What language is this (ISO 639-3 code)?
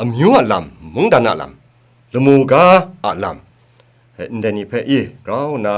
kac